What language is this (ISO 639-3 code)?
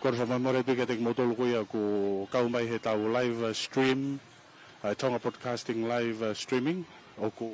ton